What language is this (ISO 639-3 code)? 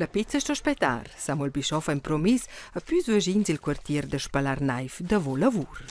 roh